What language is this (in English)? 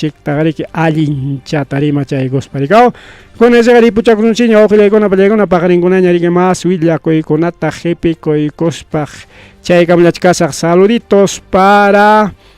Ayacucho Quechua